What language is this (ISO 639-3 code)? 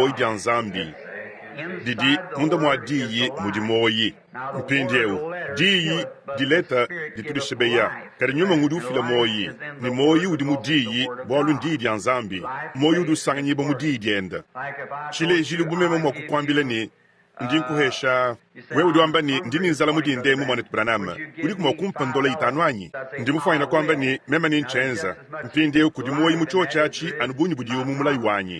lua